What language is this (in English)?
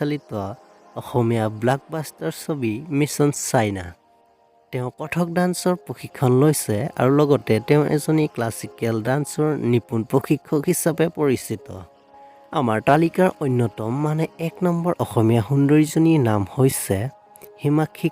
Assamese